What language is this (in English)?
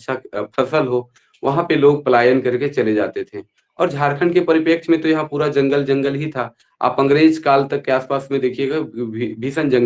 Sadri